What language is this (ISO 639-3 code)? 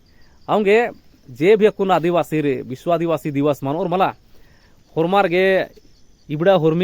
kru